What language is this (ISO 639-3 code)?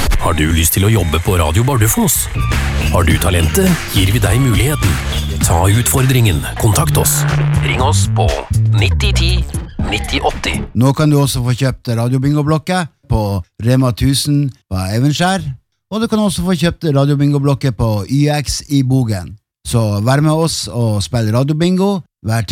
nor